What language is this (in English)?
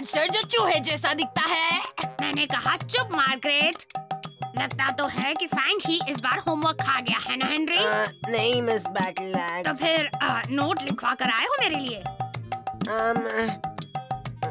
Hindi